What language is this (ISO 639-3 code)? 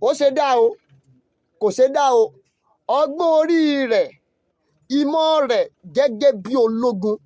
yor